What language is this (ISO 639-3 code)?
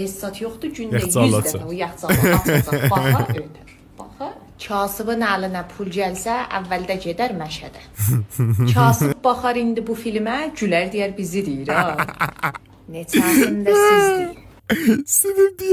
azb